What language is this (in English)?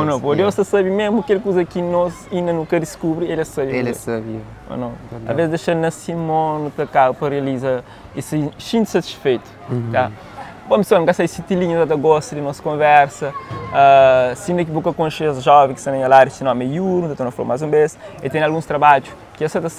Kabuverdianu